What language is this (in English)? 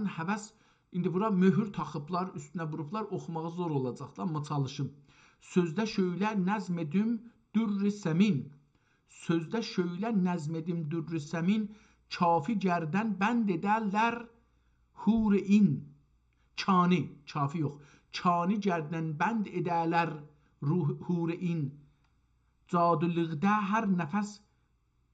South Azerbaijani